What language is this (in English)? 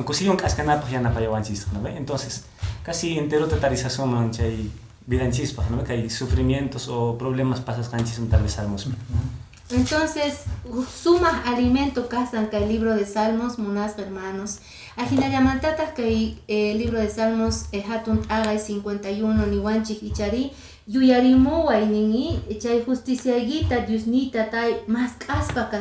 Quechua